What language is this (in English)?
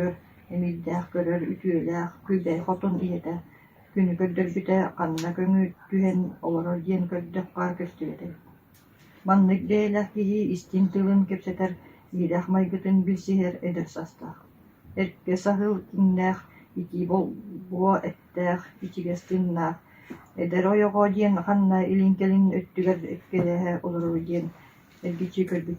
Yakut